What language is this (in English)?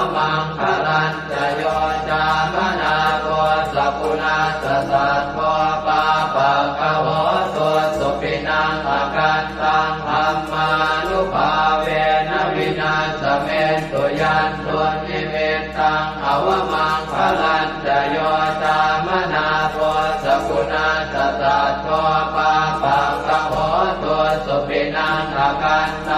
Pali